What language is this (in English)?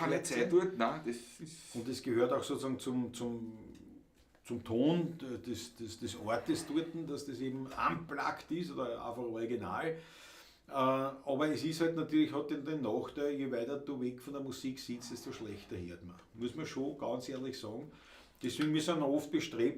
Bavarian